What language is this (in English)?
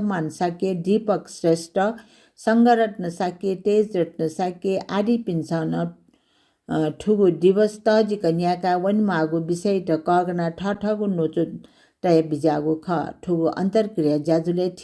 Newari